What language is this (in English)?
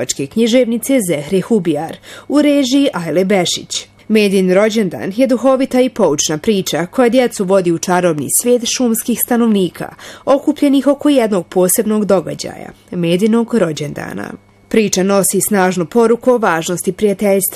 Bosnian